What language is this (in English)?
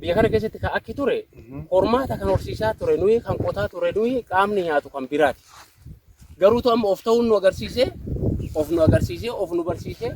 Oromo